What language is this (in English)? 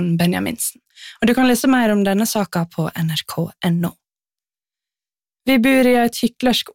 Norwegian